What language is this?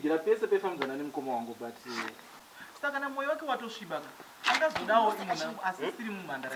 Shona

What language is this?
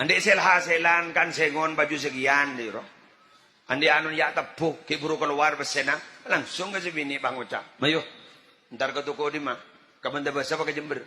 Madurese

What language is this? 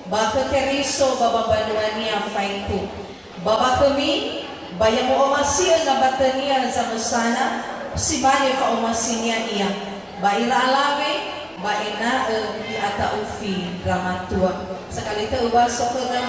Nias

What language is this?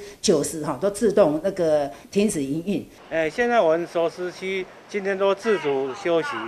Chinese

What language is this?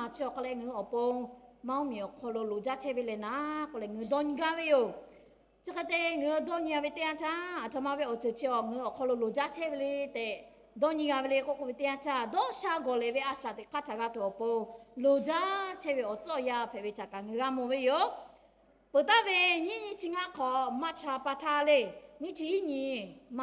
Lahu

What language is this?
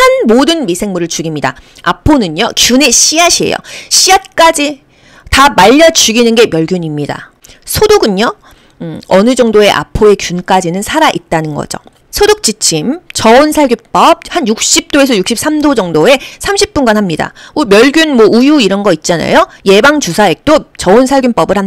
Korean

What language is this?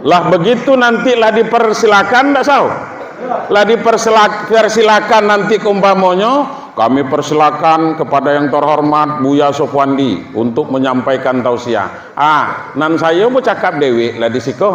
Minangkabau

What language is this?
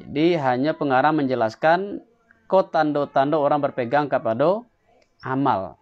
Minangkabau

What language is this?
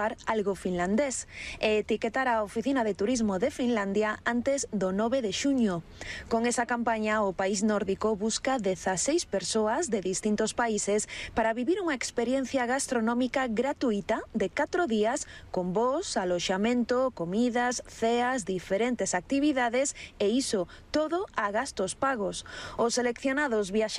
Galician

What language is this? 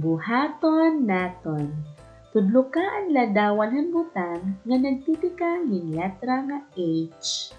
Waray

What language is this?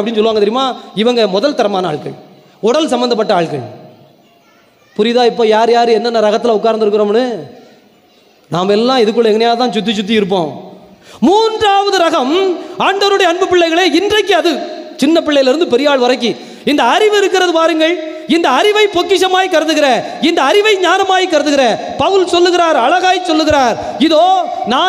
Tamil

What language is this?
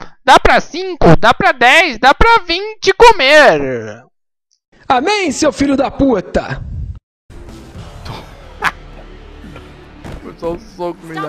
Portuguese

